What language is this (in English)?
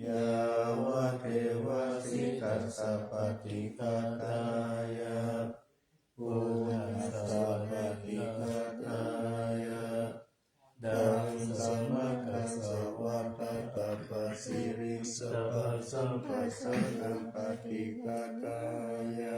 Pali